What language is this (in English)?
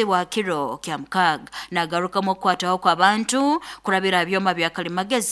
Nyankole